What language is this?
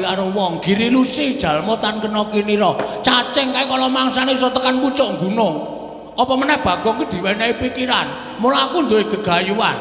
Javanese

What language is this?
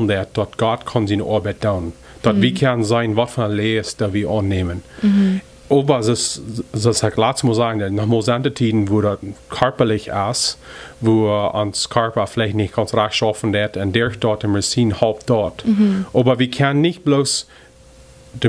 Plautdietsch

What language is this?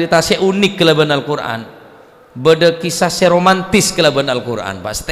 Madurese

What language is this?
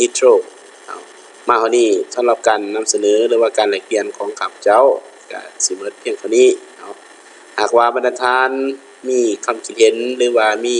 Lao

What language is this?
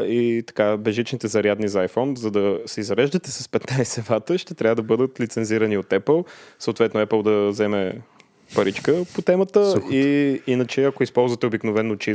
Bulgarian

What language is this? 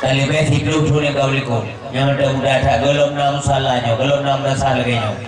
Achinese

